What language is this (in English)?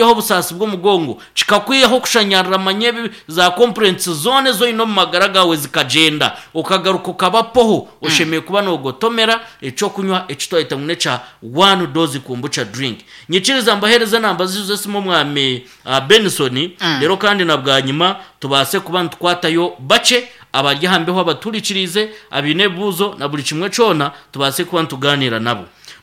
Nyankole